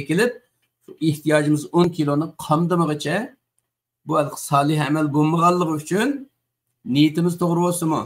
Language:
Uyghur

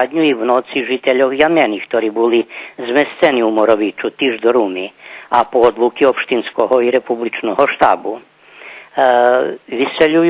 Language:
Rusyn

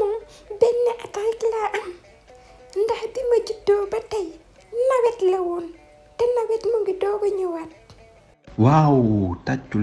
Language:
Wolof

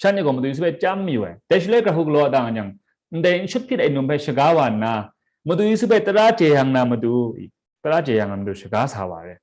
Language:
Kachin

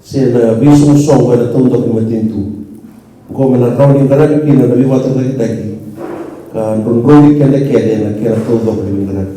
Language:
Fijian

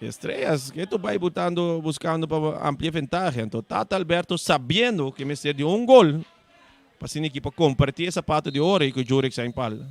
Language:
Papiamento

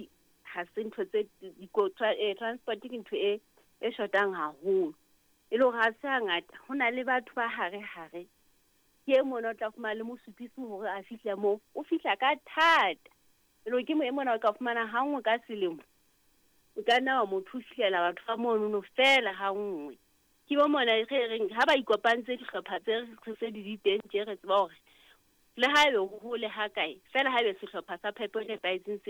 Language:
Southern Sotho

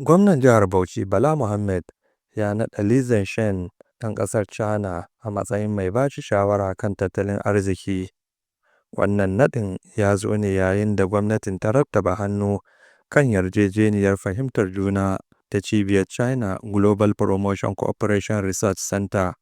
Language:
Hausa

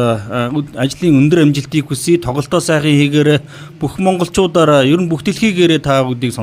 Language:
Mongolian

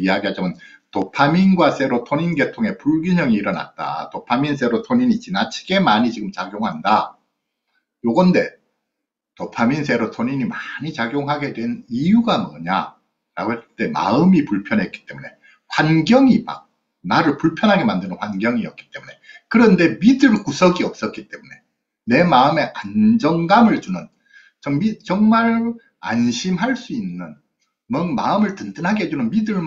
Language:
Korean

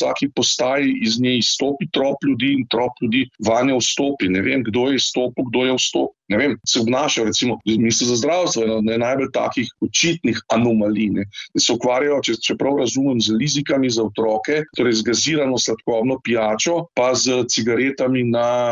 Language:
Slovenian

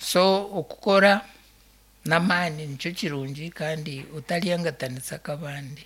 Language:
Nyankole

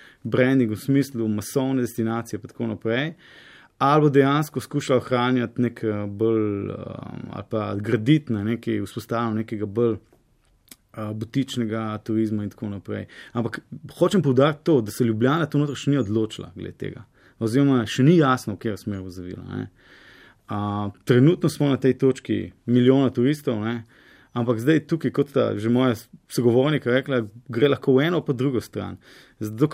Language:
Slovenian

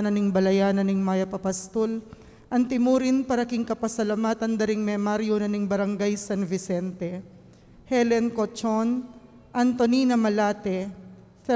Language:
Pampanga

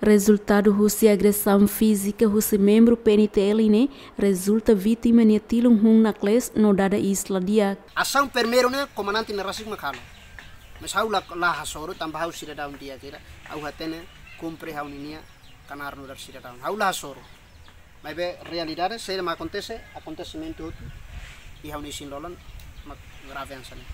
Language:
Tetum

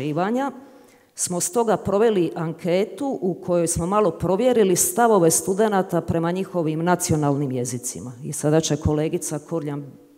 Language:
Croatian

